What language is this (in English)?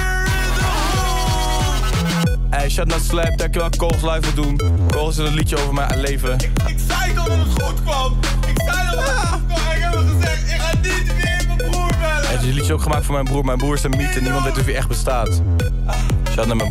Dutch